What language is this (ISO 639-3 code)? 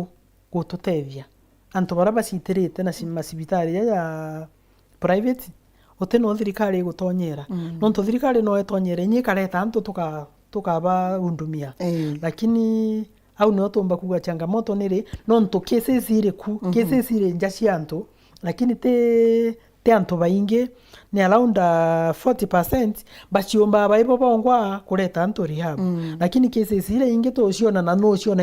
mer